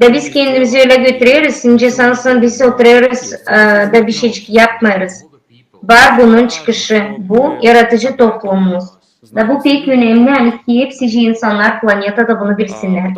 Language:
Gagauz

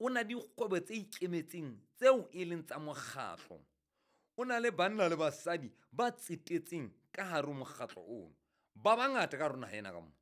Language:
Southern Sotho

